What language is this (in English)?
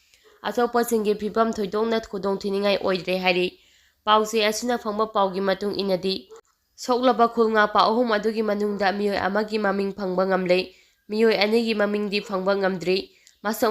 Manipuri